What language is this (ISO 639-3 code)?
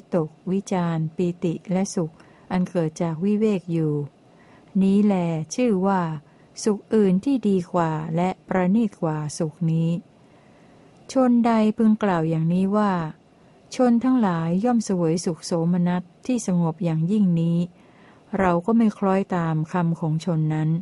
tha